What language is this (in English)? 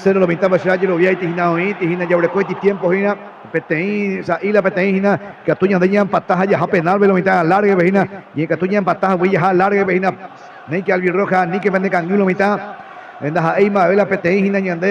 Guarani